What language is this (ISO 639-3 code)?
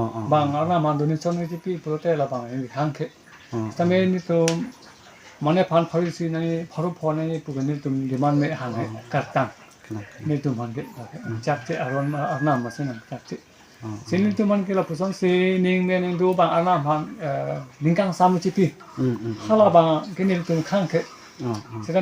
mjw